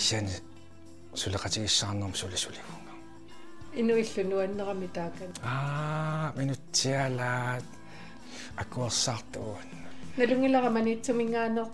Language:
Kalaallisut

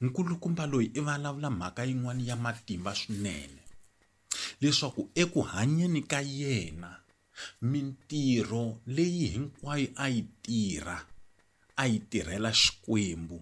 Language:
Tsonga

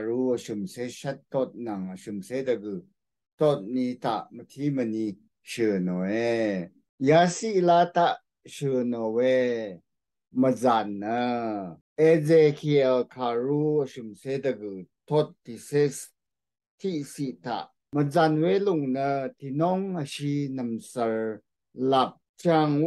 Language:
Rawang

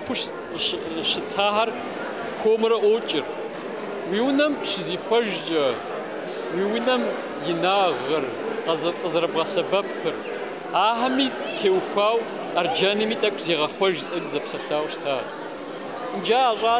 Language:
Kabardian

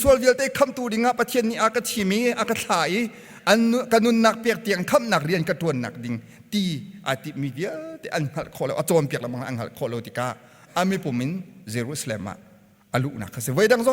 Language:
Hakha Chin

